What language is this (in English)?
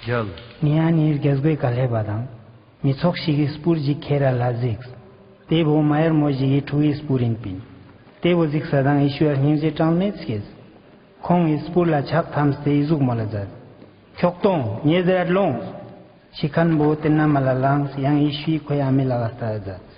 Ladakhi